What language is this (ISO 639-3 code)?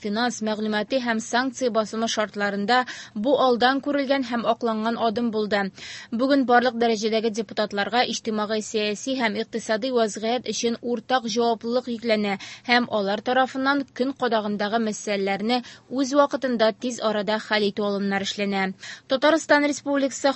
tat